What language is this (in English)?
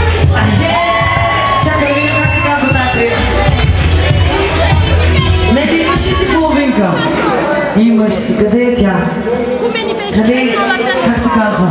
Bulgarian